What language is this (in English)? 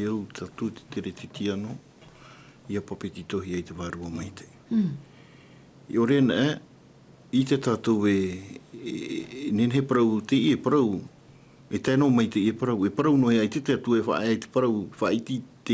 Tahitian